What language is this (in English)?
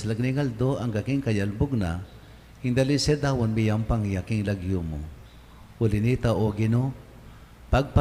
Pampanga